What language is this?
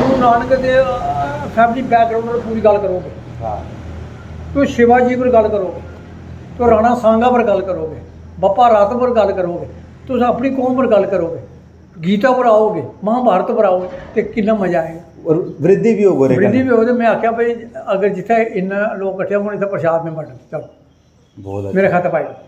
Dogri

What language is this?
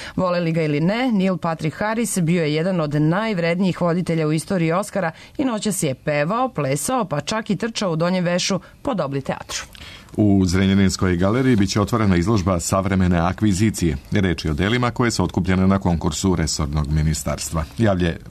Serbian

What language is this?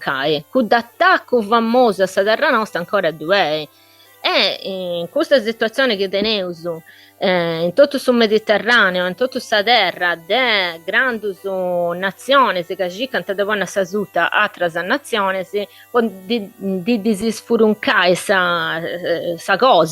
Sardinian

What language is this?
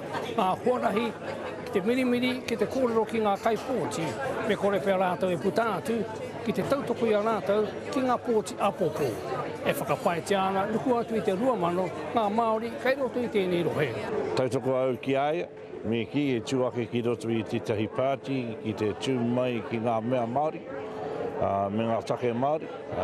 Māori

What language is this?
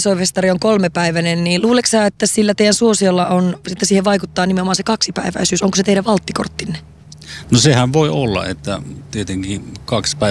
Finnish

